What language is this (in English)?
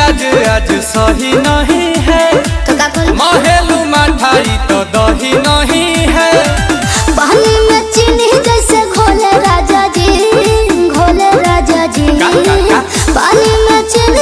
Bhojpuri